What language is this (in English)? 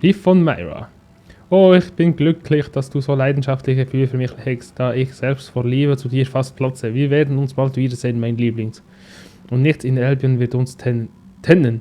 Swiss German